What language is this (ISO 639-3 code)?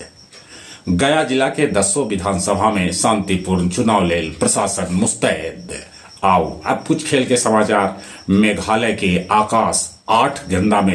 mag